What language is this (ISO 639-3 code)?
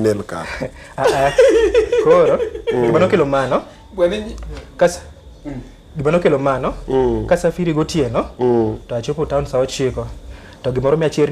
luo